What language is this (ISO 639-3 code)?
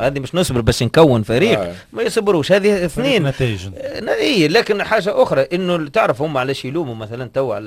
aeb